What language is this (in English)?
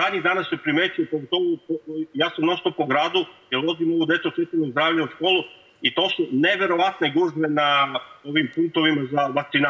Serbian